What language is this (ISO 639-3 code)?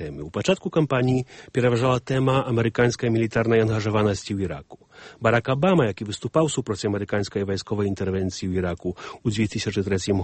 bel